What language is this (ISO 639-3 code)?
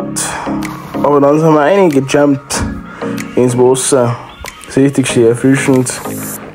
bar